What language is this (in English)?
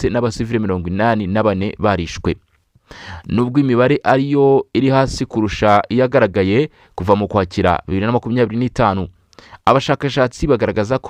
Kinyarwanda